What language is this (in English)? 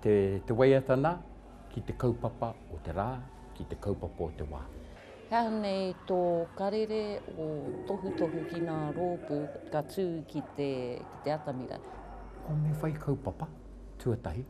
Māori